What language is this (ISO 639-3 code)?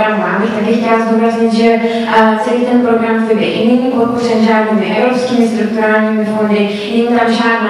ces